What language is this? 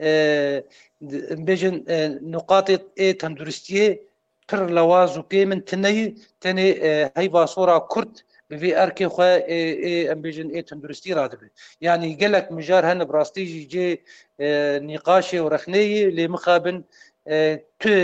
Kurdish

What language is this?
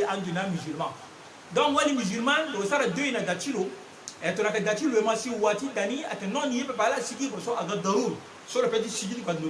Sango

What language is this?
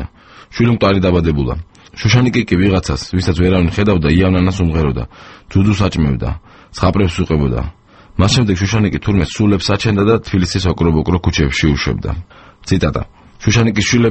Georgian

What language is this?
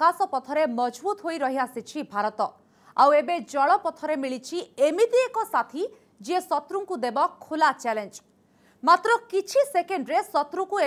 Odia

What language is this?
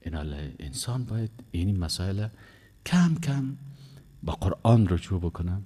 Persian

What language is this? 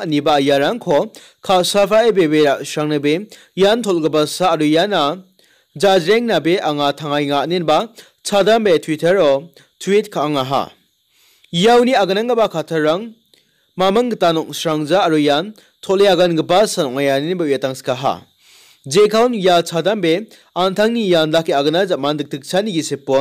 Garo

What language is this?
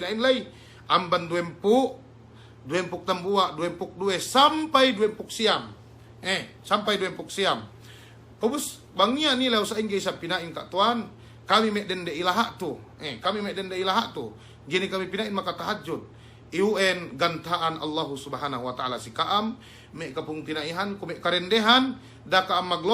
Yakan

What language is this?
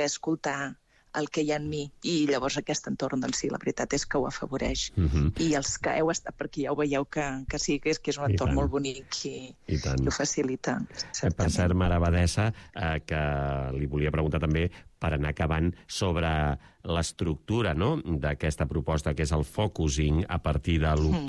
Catalan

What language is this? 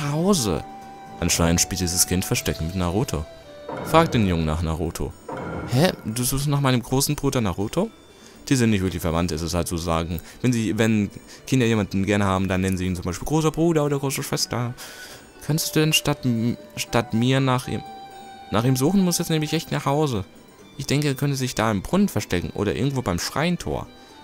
German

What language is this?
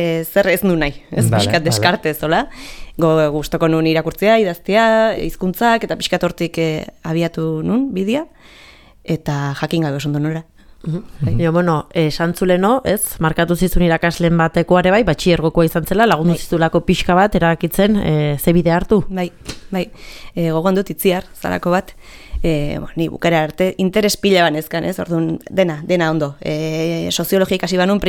Basque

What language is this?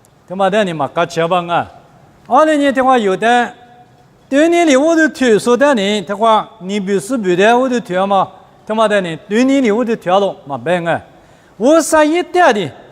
Lisu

